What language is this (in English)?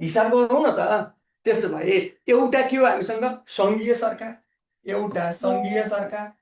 Nepali